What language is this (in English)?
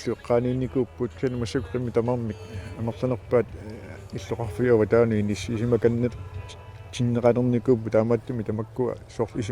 Kalaallisut